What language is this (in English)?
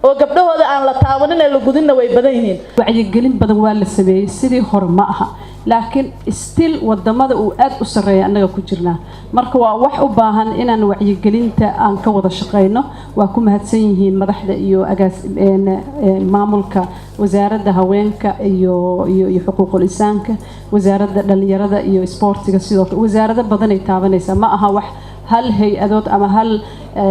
Somali